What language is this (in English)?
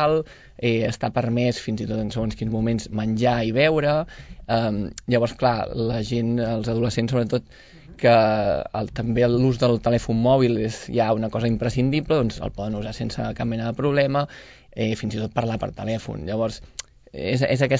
Catalan